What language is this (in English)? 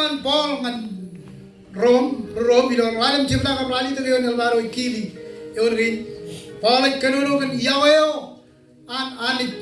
Marshallese